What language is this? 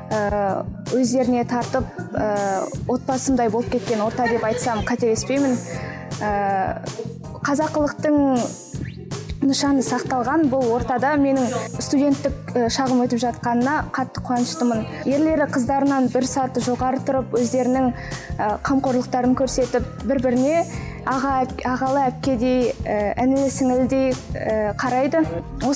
Kazakh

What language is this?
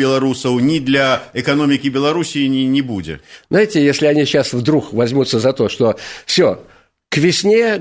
Belarusian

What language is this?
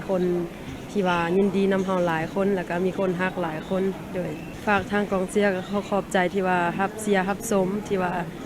Lao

